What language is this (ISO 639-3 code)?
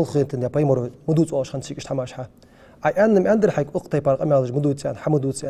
inh